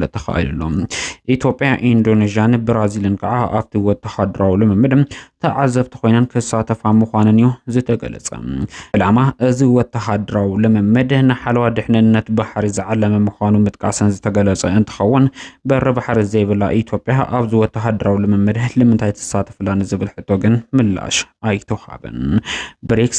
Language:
Tigrinya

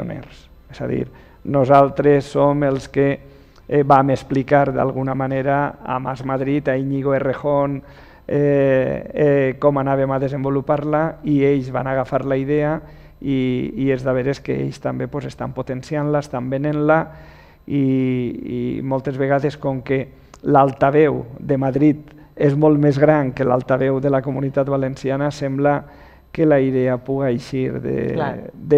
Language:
Catalan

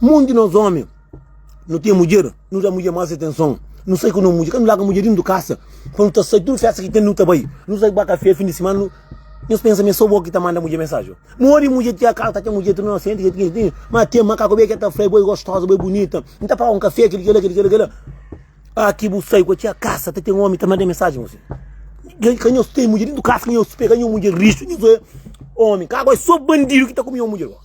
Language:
Kabuverdianu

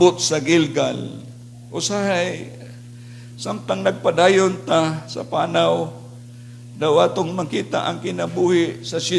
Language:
Cebuano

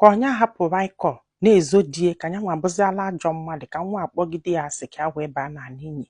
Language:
Igbo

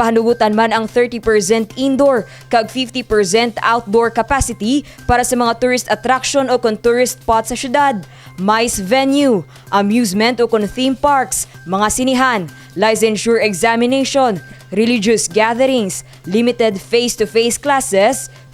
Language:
Hiligaynon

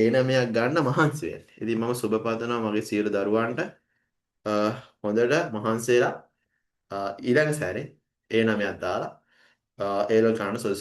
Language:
Sinhala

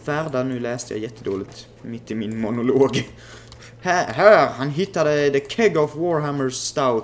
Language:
Swedish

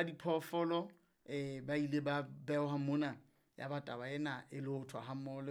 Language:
Southern Sotho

